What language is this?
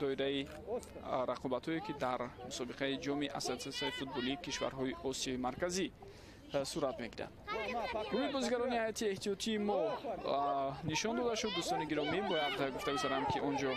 Tajik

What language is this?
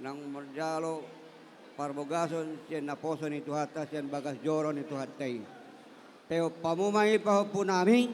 Batak Toba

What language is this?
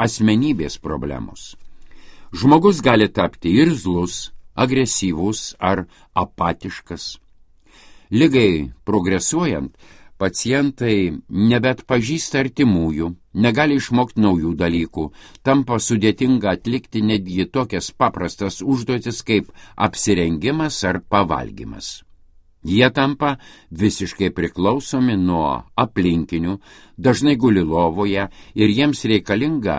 Lithuanian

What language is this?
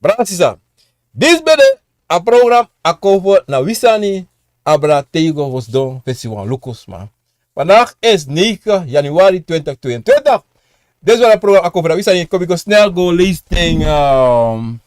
Sranan Tongo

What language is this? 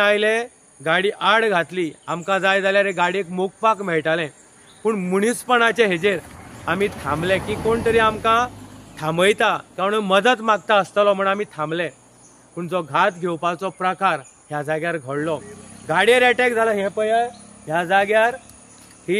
Konkani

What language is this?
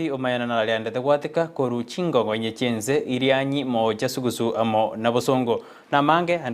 Gusii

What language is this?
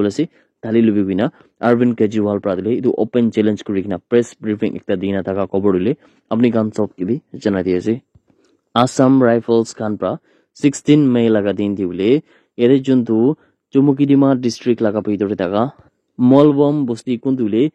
Naga Pidgin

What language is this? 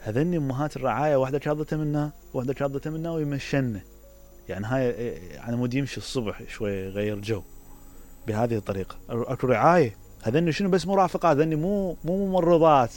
Mesopotamian Arabic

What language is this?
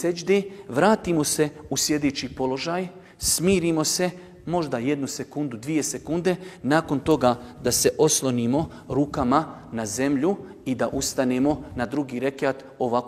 Bosnian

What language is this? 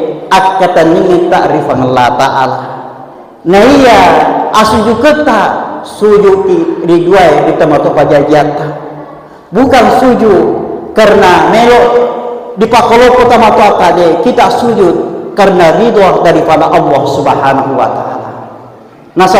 Buginese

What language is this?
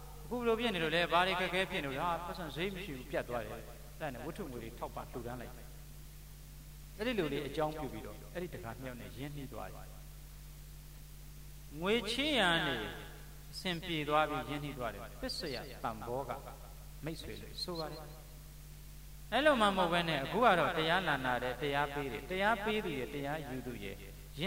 Burmese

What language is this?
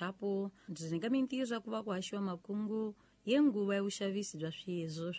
Tsonga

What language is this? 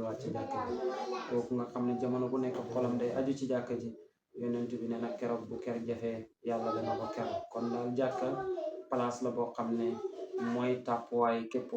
Wolof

